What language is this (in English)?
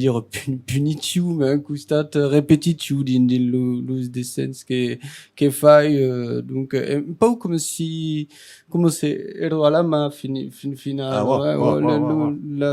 Occitan